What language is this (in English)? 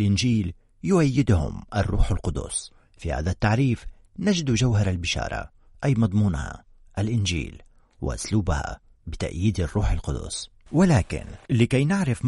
Arabic